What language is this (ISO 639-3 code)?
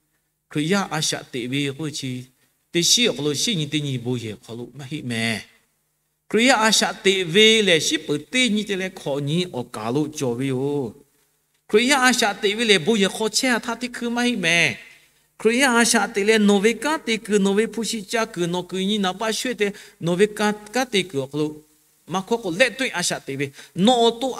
lhu